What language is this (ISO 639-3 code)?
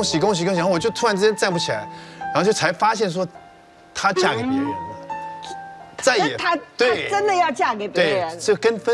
zho